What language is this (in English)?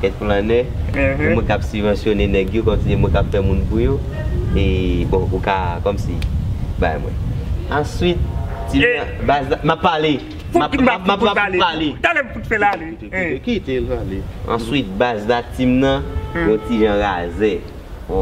Haitian Creole